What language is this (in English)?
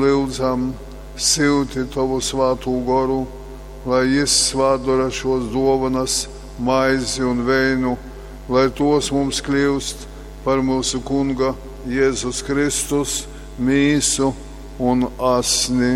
Latgalian